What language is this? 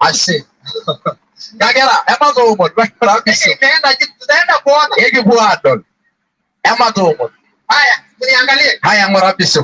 Masai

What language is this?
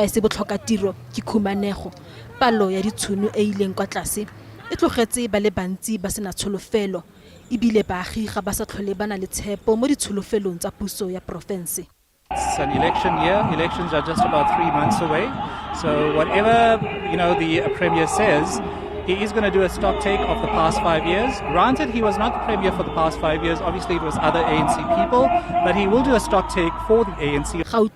Tswana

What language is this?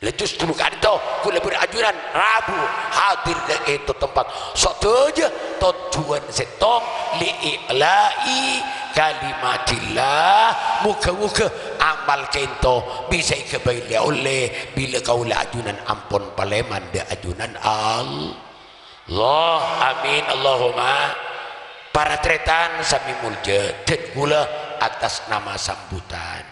Madurese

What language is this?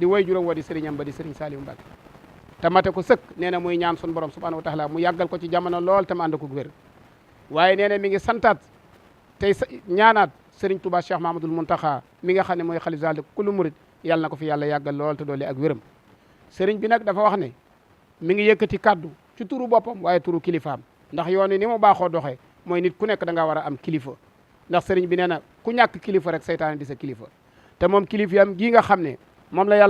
Wolof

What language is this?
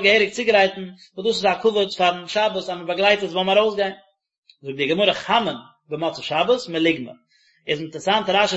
Yiddish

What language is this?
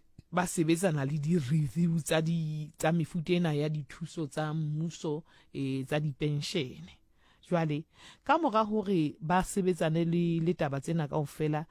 Southern Sotho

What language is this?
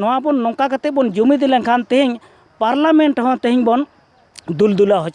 Santali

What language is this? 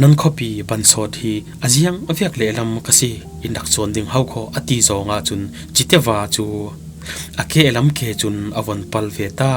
Falam Chin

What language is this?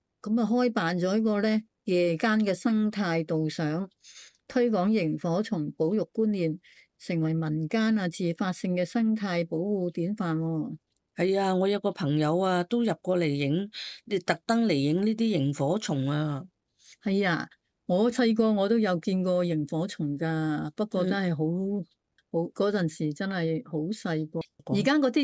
Cantonese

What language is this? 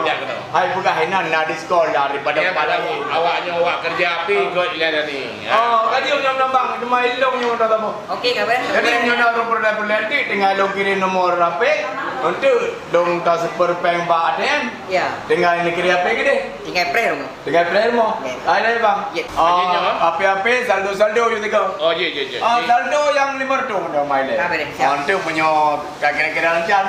Achinese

